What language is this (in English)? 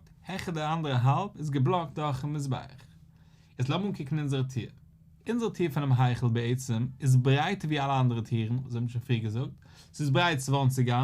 Yiddish